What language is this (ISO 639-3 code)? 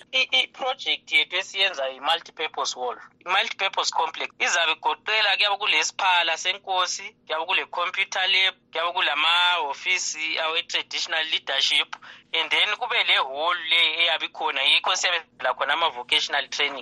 nde